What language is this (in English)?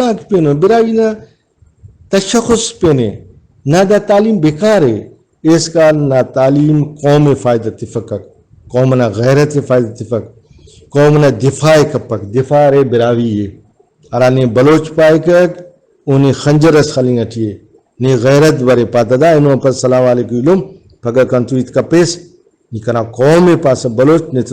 Brahui